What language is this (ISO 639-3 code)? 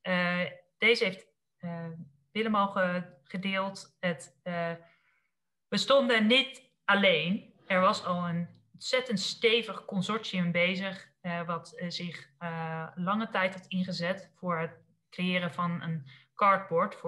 nld